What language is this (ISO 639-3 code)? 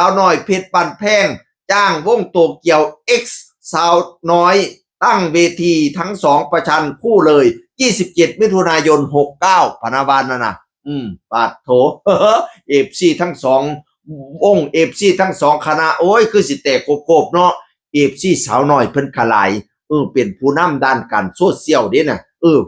tts